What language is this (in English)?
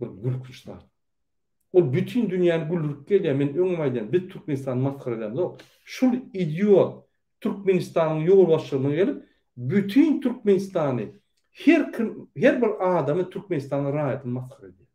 Turkmen